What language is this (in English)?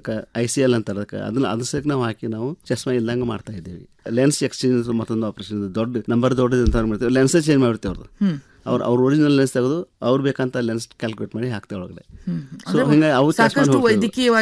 Kannada